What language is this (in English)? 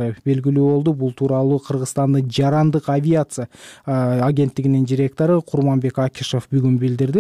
Kyrgyz